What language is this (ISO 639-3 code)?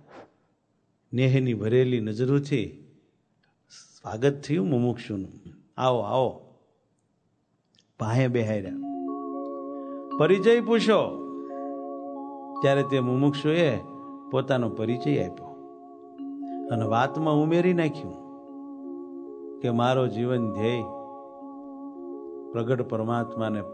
guj